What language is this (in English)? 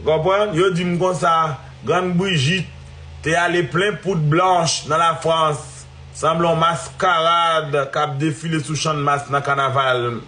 Haitian Creole